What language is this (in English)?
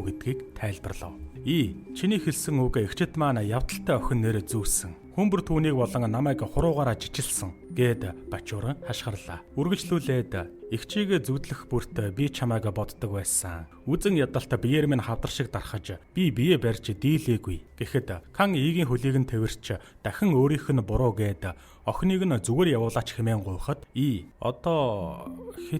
Mongolian